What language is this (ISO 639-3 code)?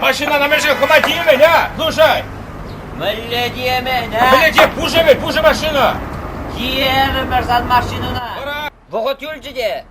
chv